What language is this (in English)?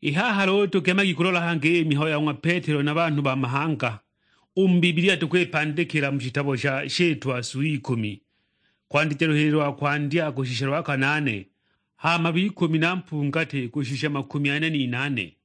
Sukuma